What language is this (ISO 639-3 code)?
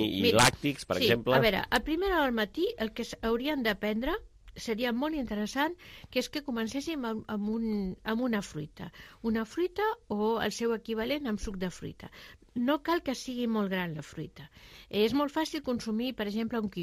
cat